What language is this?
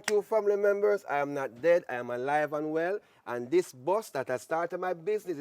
Jamaican Creole English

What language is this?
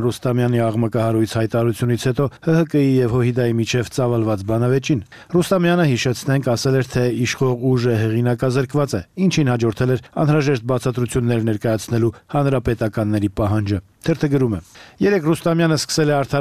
Armenian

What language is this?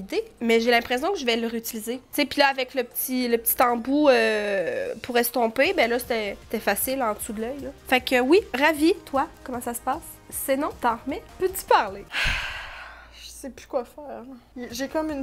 French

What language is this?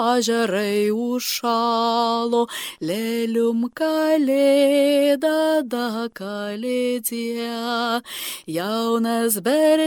Lithuanian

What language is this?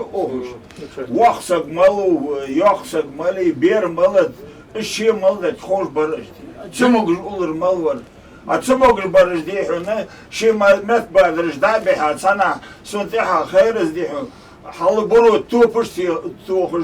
Ingush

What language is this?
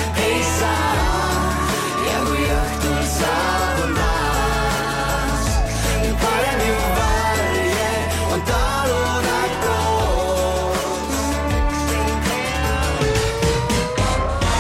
Estonian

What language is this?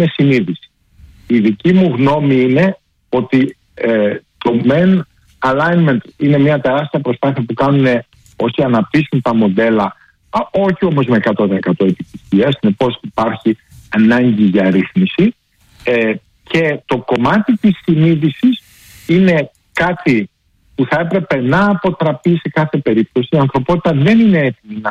Greek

